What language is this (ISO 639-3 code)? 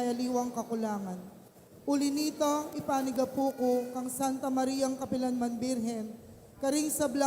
pam